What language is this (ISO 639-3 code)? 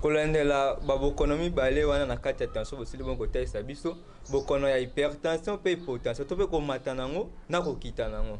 lin